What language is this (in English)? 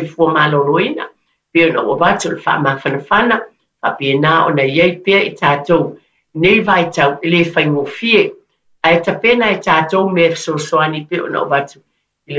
Samoan